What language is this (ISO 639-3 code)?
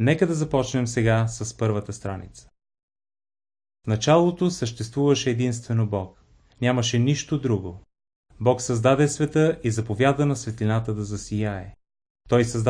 bul